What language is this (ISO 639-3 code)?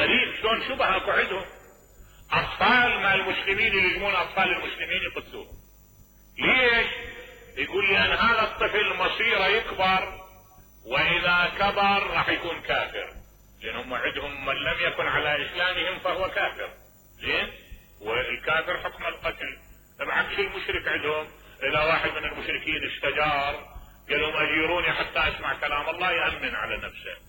acm